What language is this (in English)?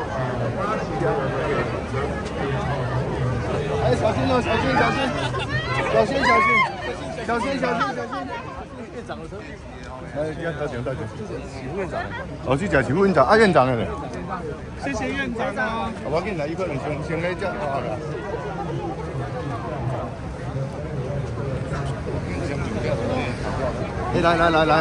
Chinese